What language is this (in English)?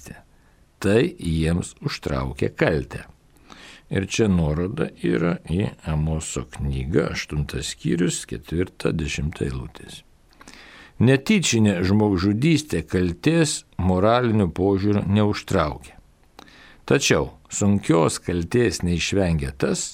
Lithuanian